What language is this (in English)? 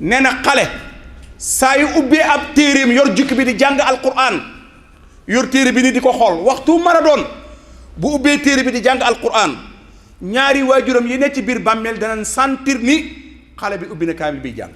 Wolof